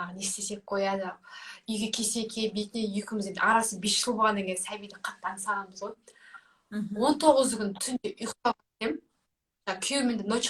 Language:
Kazakh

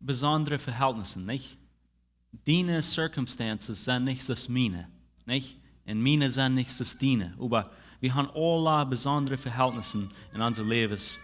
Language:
Plautdietsch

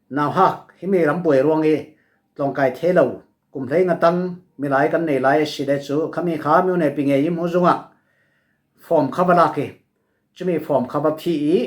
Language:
Falam Chin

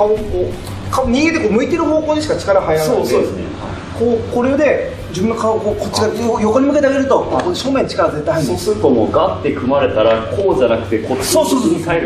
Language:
Japanese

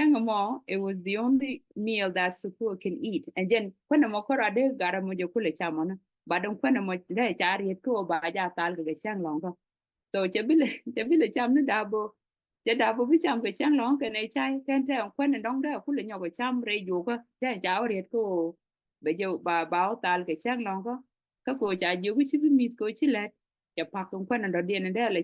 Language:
Nuer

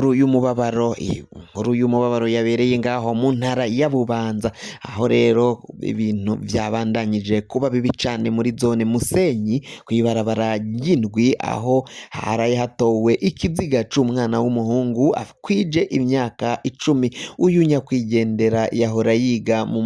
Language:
Rundi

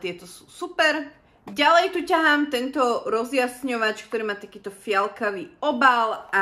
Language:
Slovak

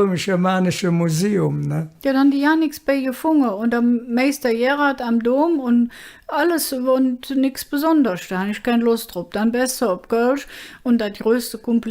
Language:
Colognian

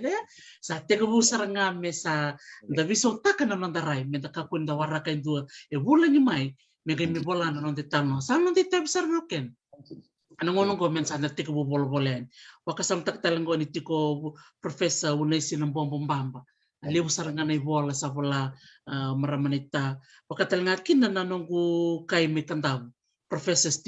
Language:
Fijian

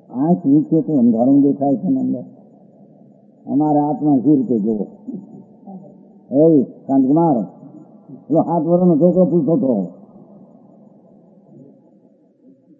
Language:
Gujarati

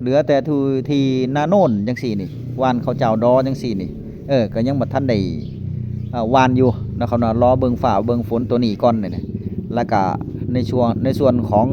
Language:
Northeastern Thai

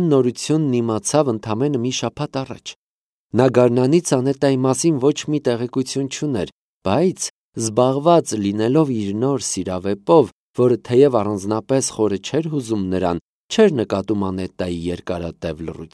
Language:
Armenian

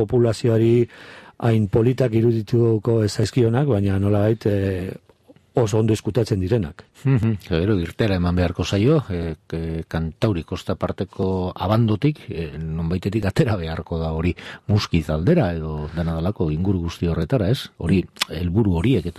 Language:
Basque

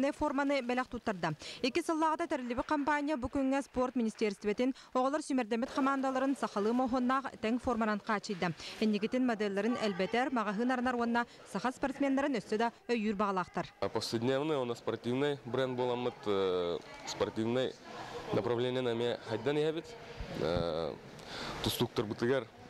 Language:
Yakut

